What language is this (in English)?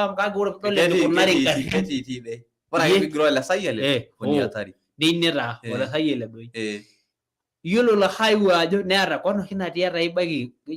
Masai